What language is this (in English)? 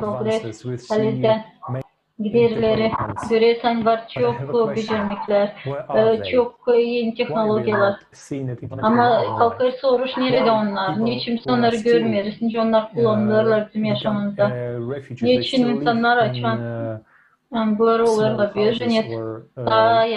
Gagauz